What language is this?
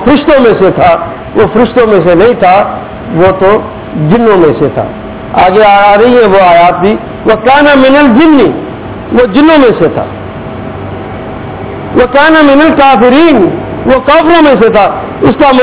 Urdu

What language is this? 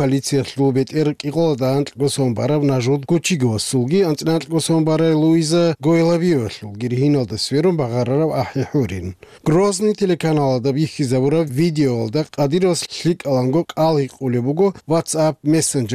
Avaric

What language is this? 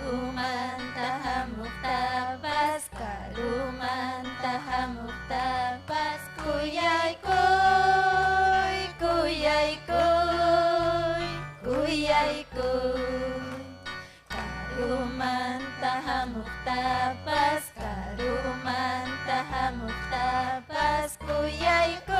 Ayacucho Quechua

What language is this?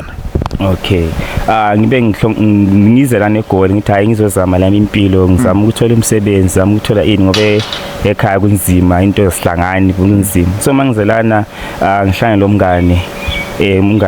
Zulu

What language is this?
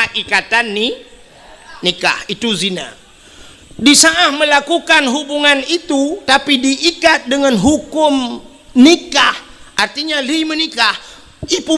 Achinese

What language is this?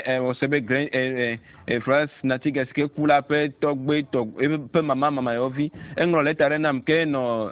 Ewe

